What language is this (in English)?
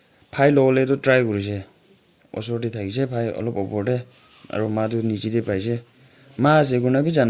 Naga Pidgin